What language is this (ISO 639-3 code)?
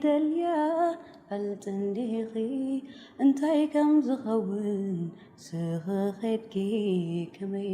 tir